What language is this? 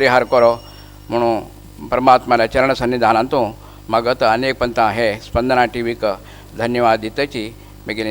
Konkani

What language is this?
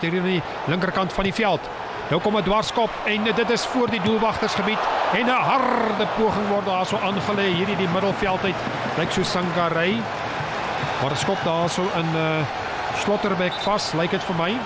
Afrikaans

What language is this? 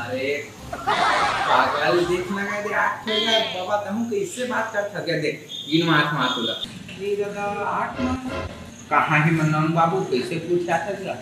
Chhattisgarhi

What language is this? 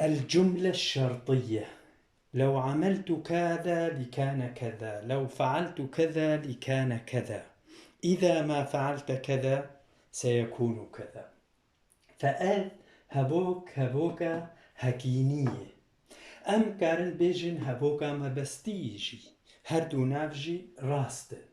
Kurdish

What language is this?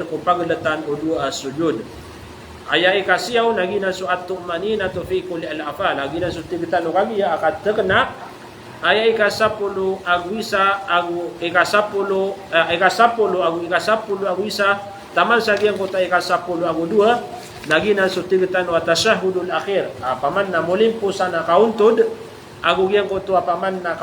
Maranao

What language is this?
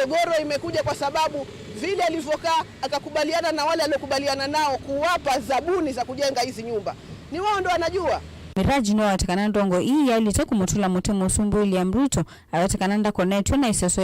Kamba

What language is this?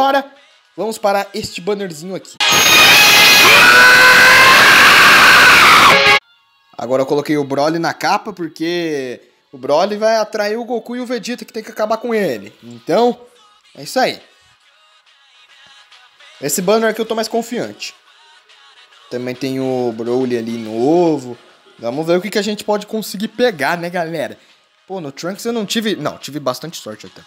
Portuguese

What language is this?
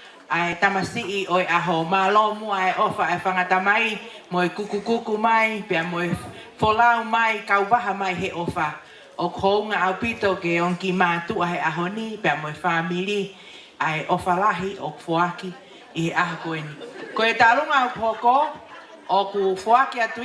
Tongan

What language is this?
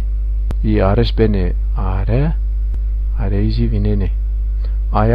Zaza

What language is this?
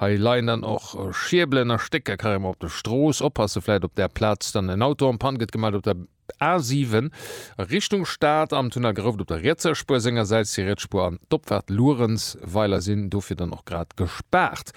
Luxembourgish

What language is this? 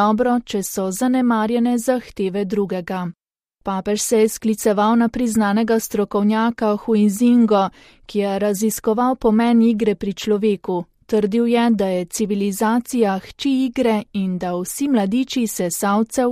Slovenian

